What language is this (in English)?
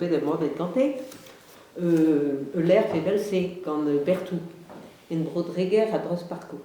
Breton